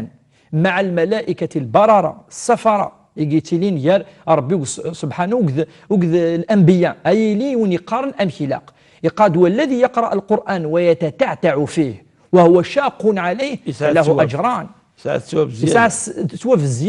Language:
Kabyle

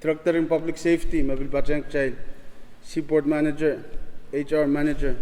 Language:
Pohnpeian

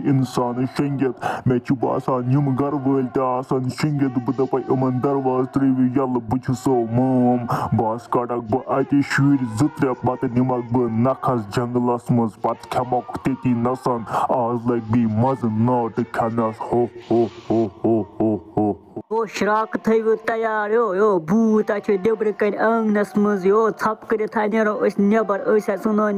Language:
Kashmiri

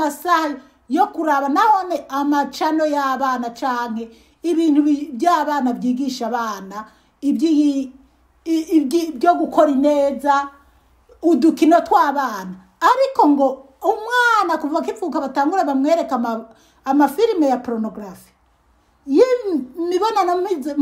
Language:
Rundi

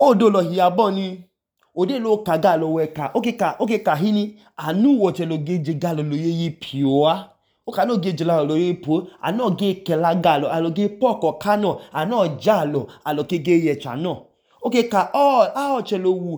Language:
Idoma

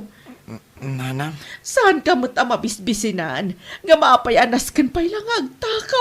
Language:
Iloko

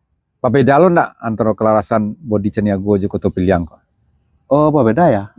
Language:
Minangkabau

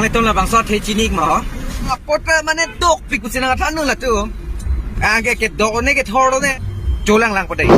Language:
Karbi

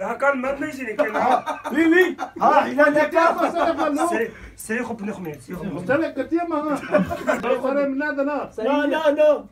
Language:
Kurdish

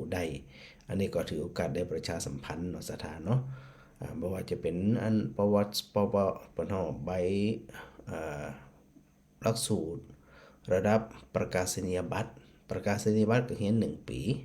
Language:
Northern Thai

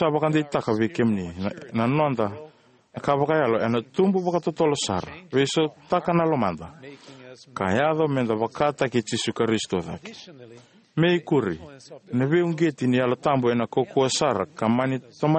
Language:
Fijian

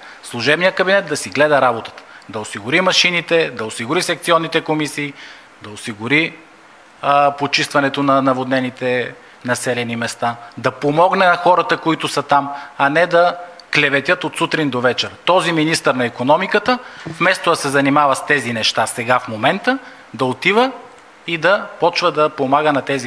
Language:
Bulgarian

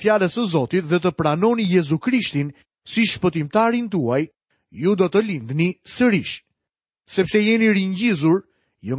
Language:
Albanian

